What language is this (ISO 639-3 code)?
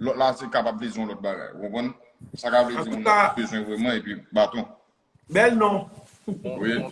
hat